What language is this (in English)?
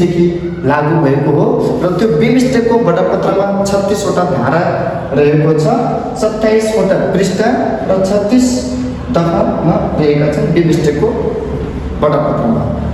Nepali